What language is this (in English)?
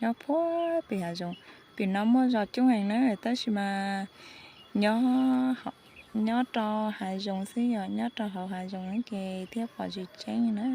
Hmong